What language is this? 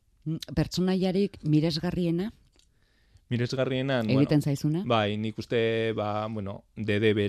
Basque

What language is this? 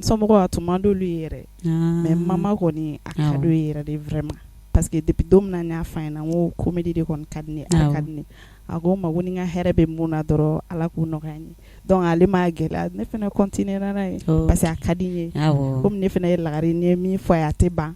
Bambara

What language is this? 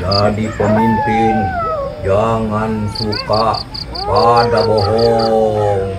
Betawi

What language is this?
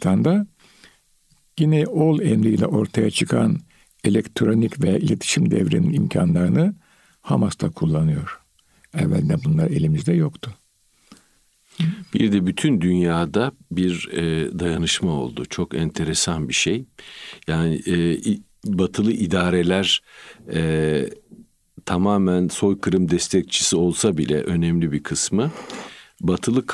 Turkish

